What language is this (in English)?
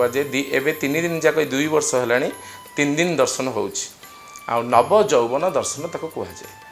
Odia